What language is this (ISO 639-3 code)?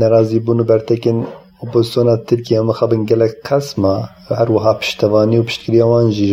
kur